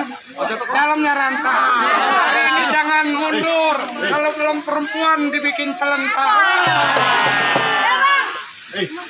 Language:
Betawi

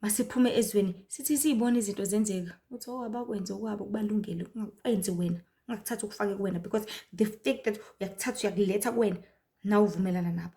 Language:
Zulu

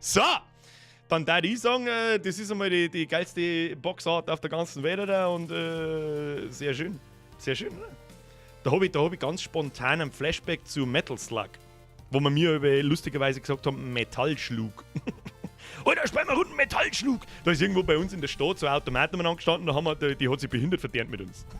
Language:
Bavarian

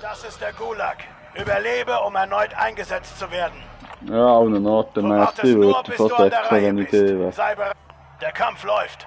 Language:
Swiss German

